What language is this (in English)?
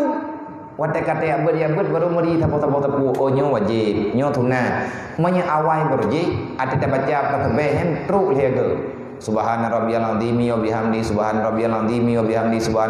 Achinese